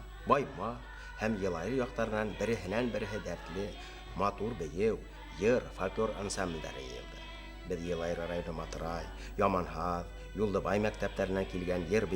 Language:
Bashkir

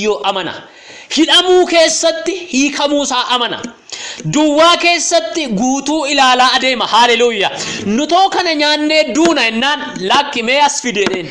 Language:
Oromo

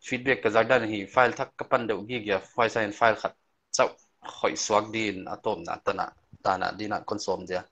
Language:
Paite Chin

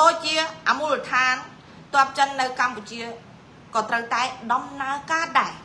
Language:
Khmer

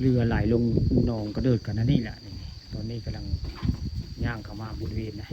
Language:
Northeastern Thai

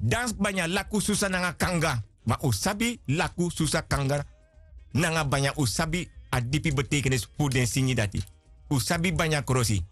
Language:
Sranan Tongo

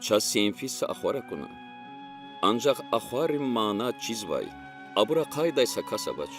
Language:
Lezghian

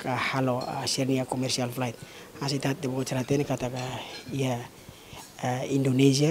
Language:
Tetum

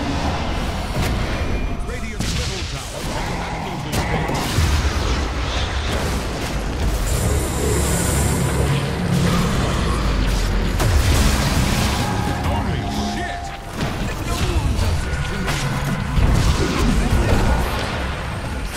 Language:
English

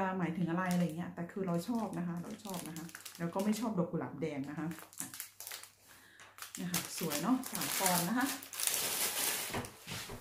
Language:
Thai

